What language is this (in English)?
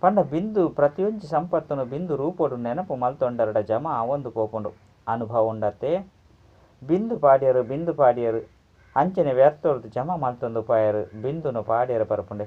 Tulu